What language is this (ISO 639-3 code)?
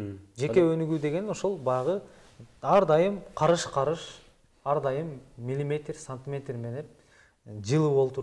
kir